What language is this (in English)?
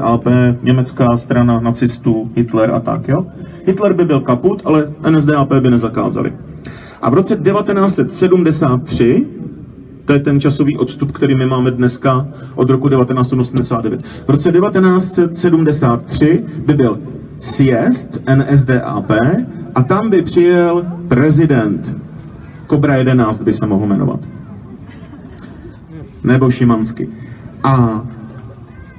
Czech